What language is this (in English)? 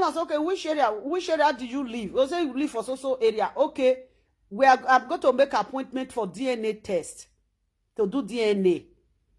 Nigerian Pidgin